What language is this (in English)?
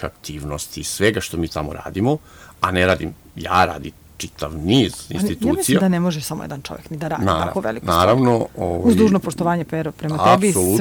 Serbian